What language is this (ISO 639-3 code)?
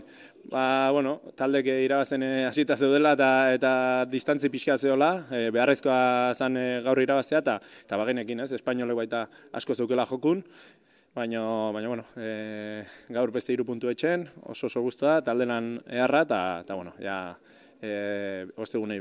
eus